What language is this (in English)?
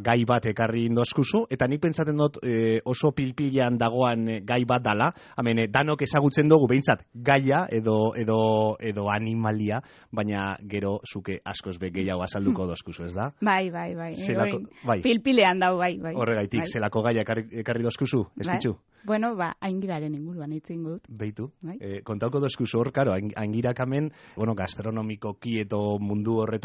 Basque